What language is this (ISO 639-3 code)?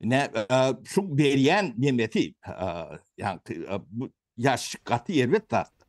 tuk